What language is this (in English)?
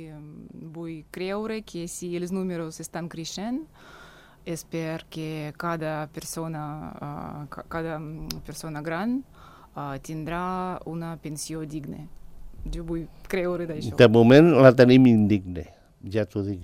Catalan